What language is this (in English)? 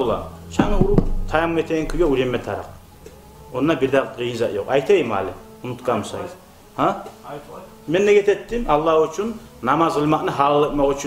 Kumyk